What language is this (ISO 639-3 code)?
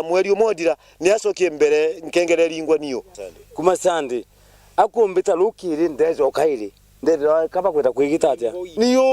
mer